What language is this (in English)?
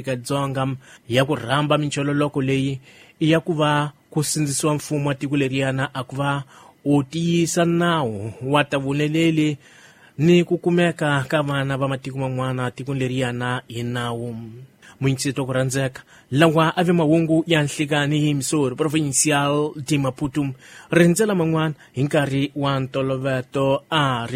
Tsonga